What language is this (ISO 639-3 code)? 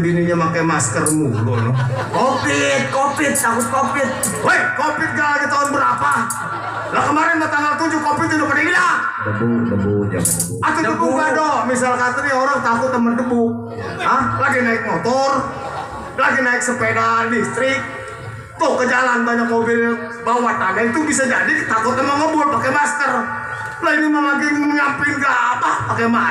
bew